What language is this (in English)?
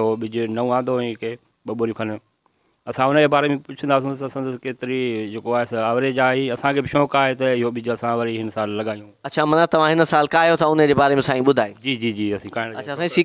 Sindhi